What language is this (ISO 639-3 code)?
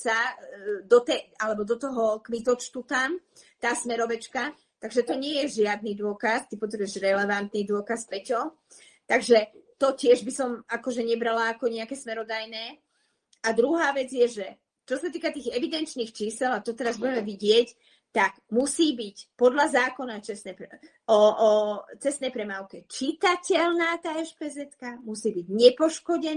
slk